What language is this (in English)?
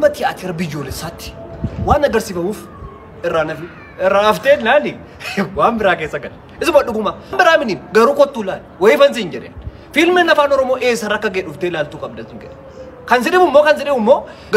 Oromo